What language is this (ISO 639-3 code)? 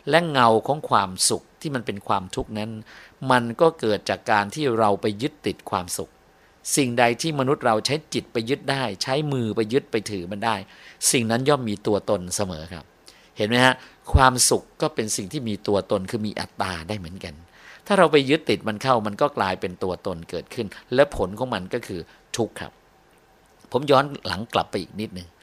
tha